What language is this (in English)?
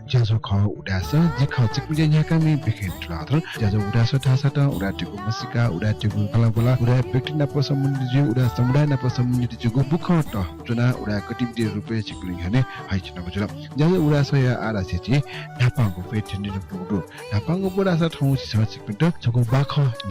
Newari